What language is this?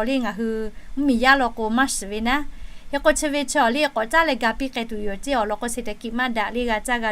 Lahu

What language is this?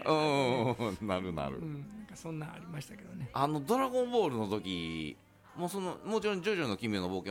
Japanese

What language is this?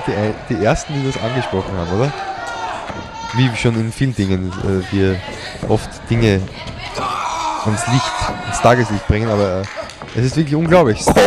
German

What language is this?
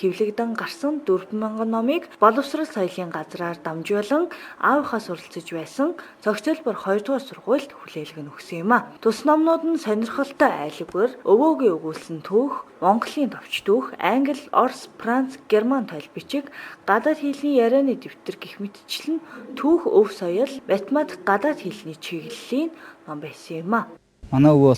Mongolian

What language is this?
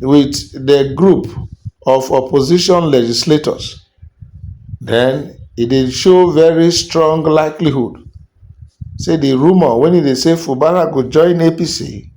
Nigerian Pidgin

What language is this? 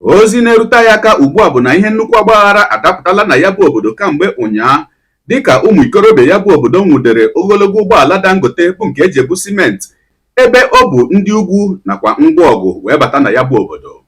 Igbo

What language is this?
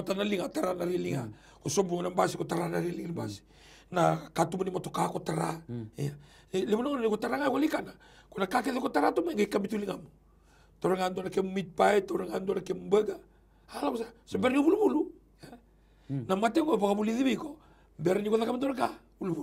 Fijian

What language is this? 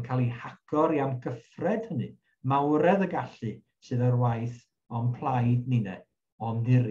Welsh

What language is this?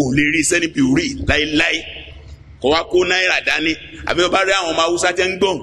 Yoruba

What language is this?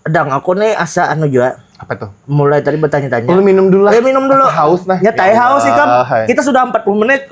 Banjar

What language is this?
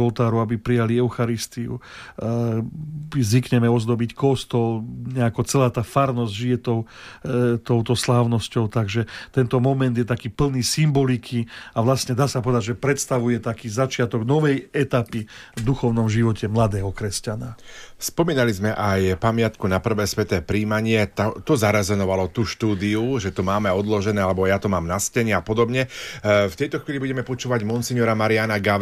Slovak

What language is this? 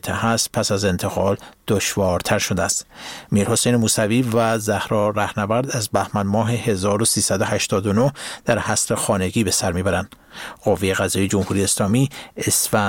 Persian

